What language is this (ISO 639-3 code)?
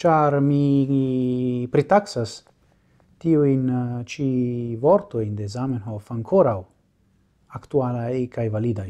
epo